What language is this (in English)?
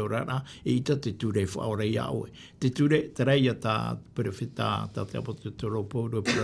Tahitian